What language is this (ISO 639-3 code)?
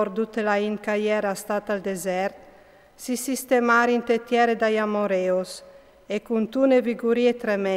fur